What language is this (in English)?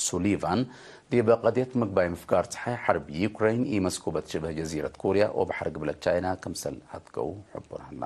Tigre